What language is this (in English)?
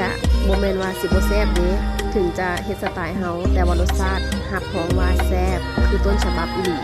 Lao